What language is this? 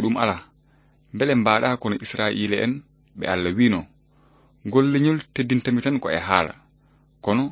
Fula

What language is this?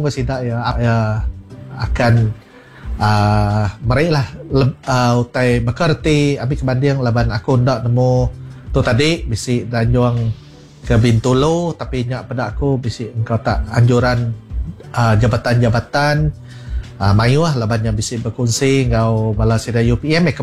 Iban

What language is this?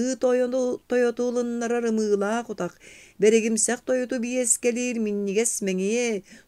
Yakut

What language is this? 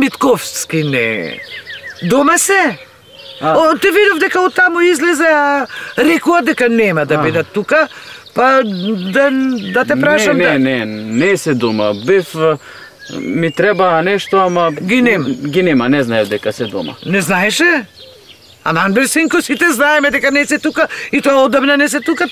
Macedonian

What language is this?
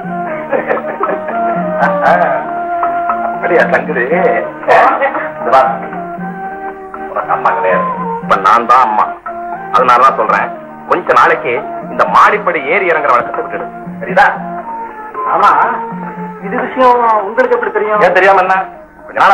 Tamil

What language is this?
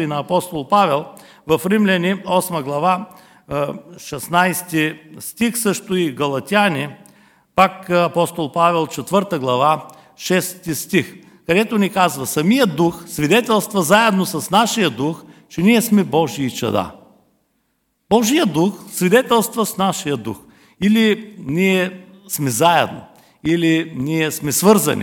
Bulgarian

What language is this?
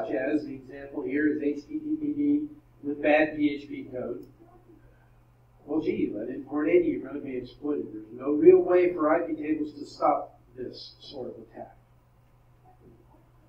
English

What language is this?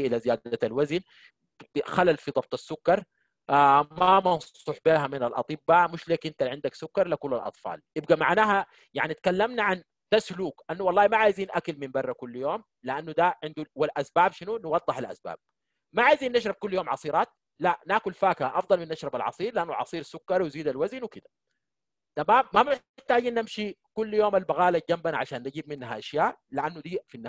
Sudanese Arabic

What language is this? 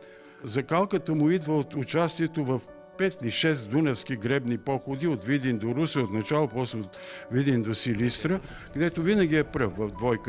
Bulgarian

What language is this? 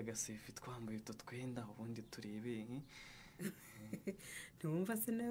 Kinyarwanda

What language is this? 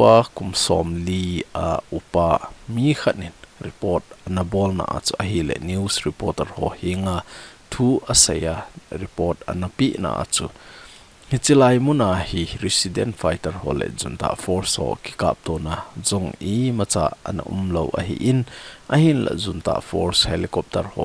Thado Chin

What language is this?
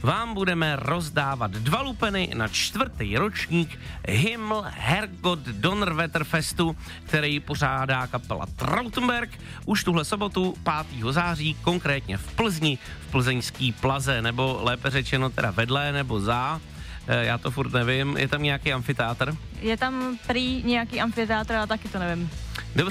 Czech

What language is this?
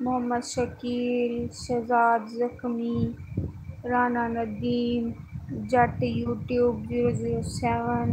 Saraiki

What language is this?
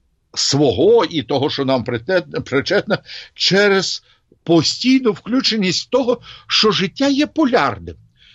Ukrainian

